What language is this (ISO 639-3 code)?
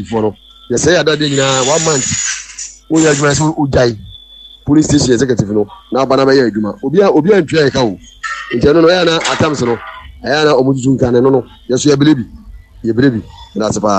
aka